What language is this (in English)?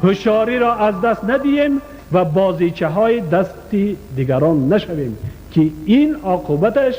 Tajik